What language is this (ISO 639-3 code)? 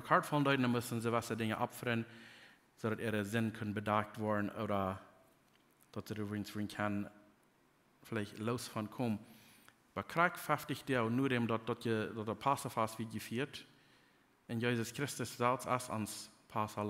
pdt